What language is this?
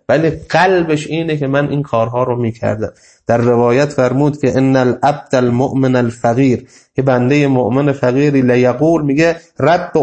Persian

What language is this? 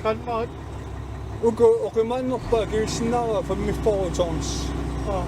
Kalaallisut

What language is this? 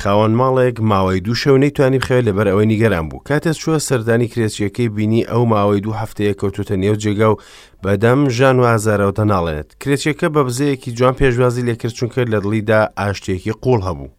Central Kurdish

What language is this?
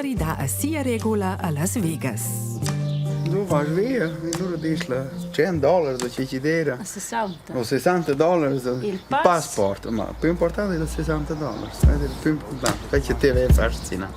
Romansh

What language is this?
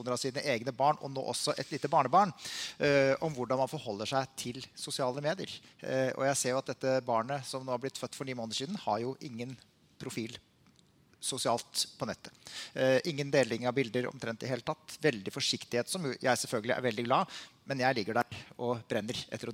Norwegian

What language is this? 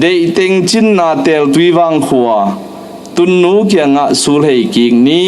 Tedim Chin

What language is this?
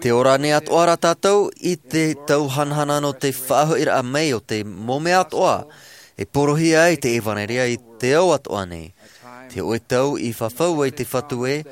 Tahitian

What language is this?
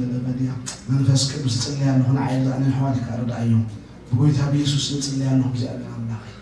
Tigrinya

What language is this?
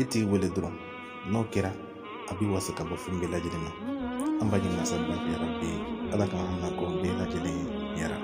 Bambara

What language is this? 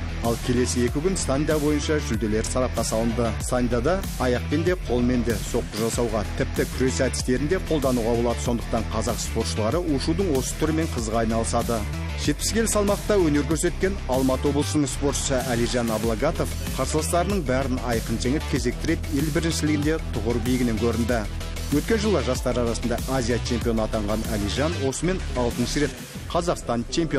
Kazakh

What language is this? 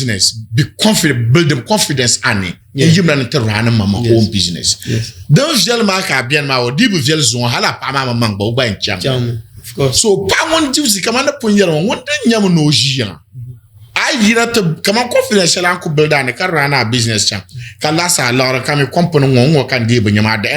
Dagbani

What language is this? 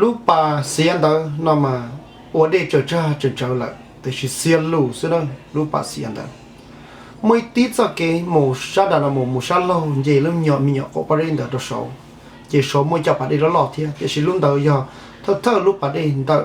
Hmong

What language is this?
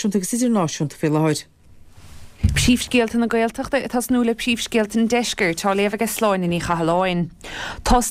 Irish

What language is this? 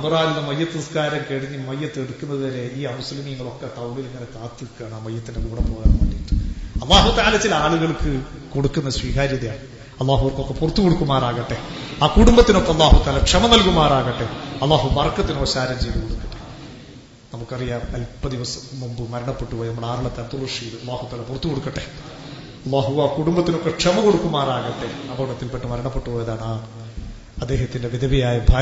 Malayalam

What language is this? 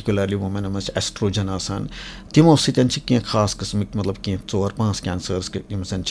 Kashmiri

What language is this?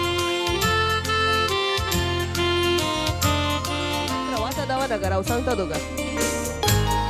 Marathi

